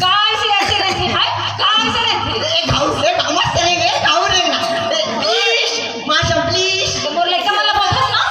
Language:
Chhattisgarhi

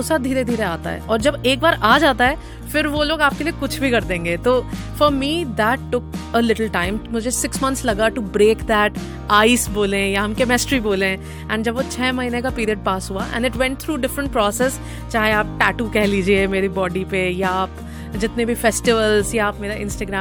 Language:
Hindi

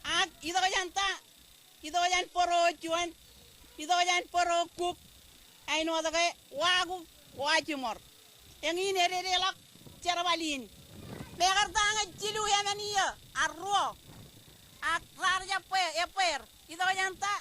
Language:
Marshallese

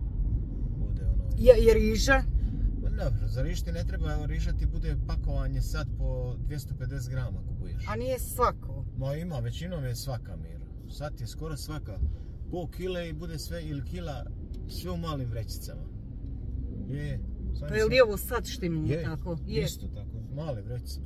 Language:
Croatian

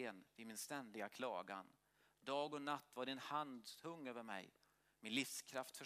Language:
Swedish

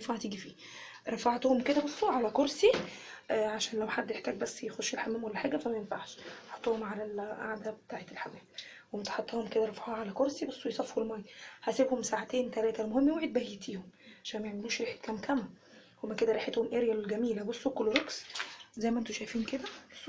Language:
Egyptian Arabic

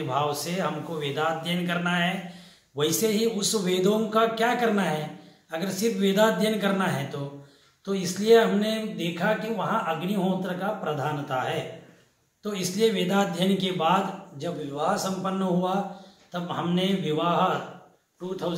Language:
Hindi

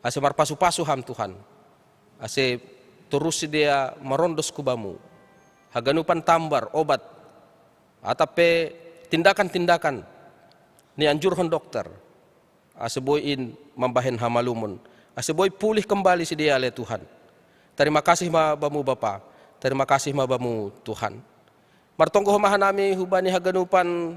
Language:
Batak Simalungun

